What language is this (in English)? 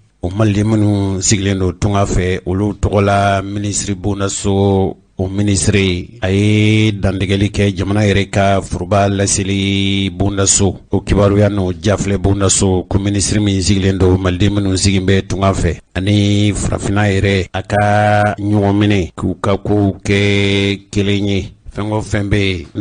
Bambara